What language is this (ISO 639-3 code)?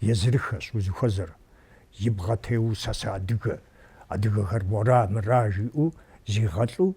kbd